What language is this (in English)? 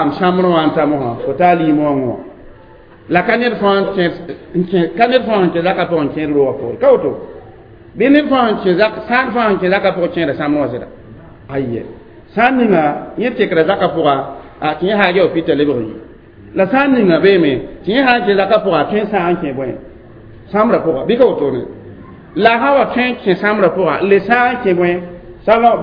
Mossi